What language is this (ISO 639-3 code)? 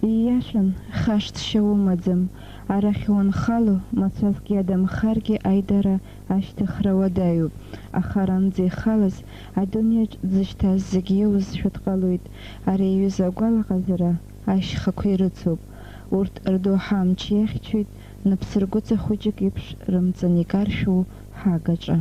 abk